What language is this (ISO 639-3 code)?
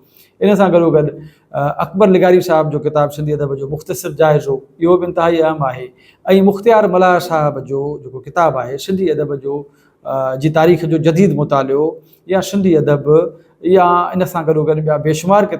snd